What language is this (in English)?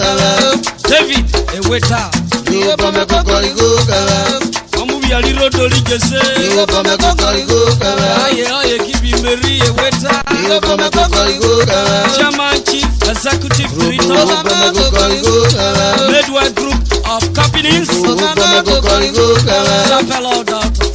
Urhobo